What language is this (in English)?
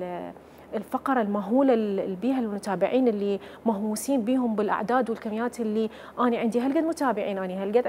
Mesopotamian Arabic